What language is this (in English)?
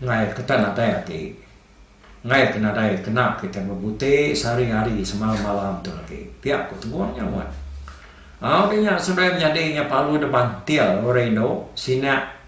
Iban